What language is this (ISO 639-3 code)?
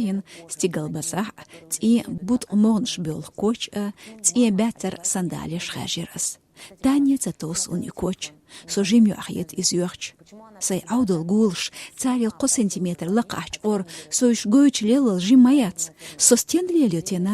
che